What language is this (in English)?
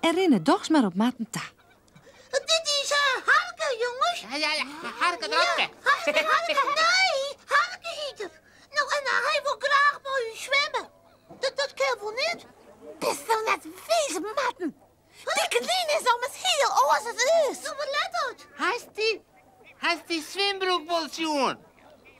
Western Frisian